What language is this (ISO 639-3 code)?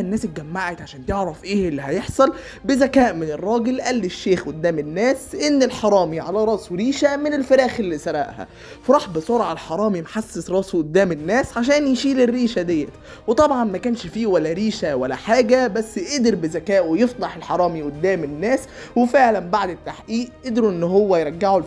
arz